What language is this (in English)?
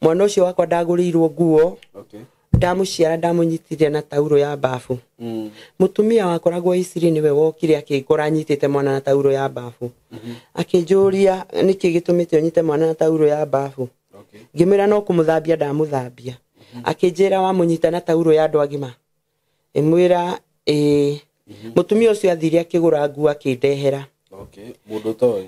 Kikuyu